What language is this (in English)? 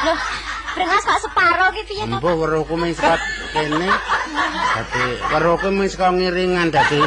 Javanese